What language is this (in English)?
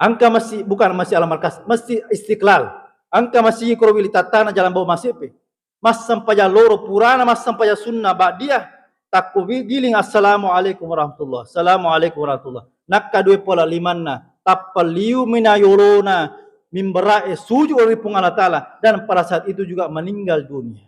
Buginese